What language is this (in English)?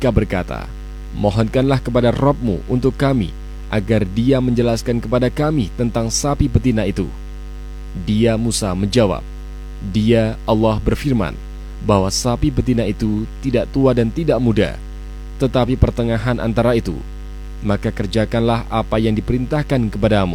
Indonesian